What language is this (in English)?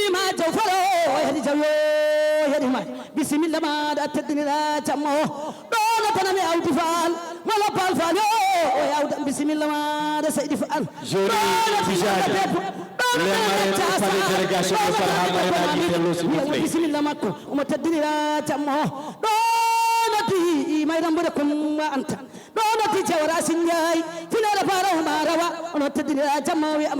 Fula